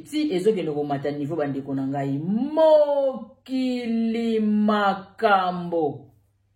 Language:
Lingala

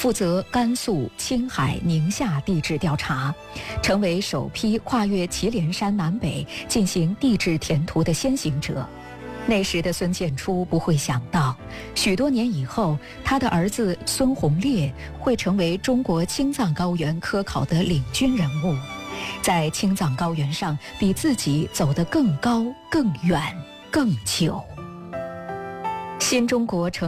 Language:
Chinese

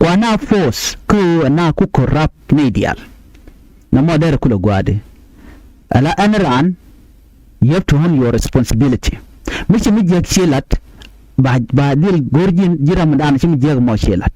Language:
Nuer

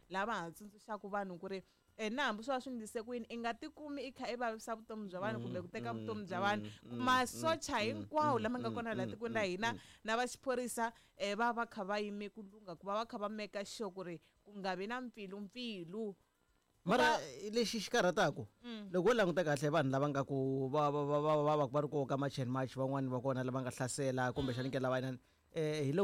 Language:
Tsonga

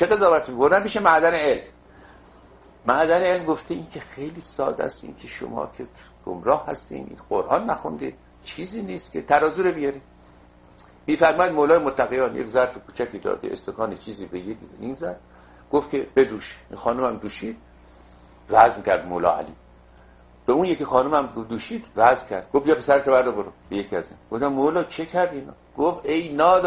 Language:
Persian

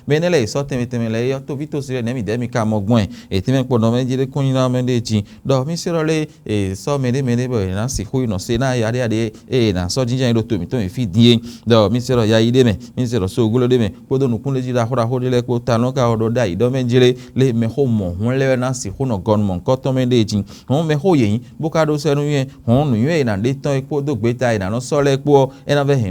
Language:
Fon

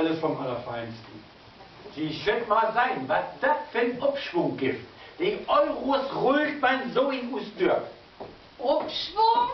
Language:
Low German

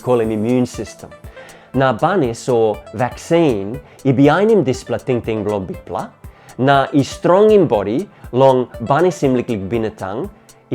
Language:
Tok Pisin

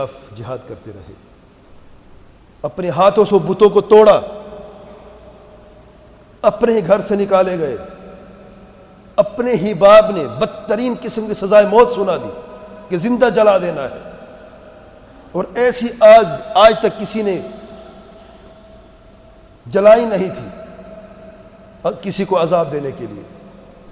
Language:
Urdu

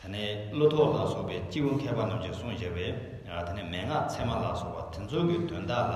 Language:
Tibetan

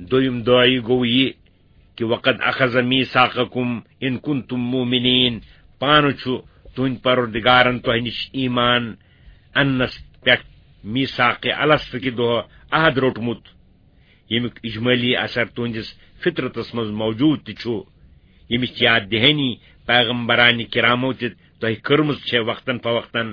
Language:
Kashmiri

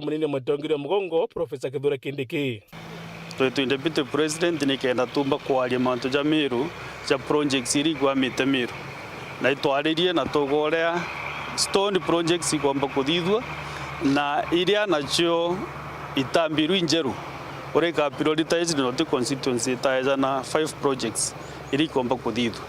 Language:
Meru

